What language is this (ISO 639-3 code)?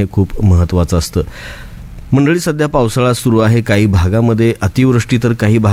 mar